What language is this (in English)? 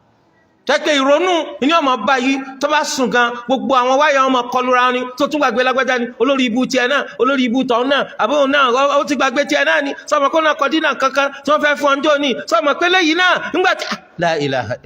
Yoruba